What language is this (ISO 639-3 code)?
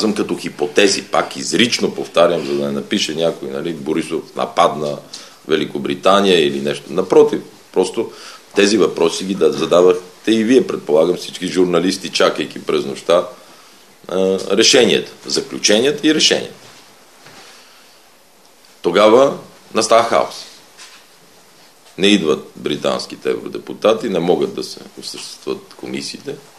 bul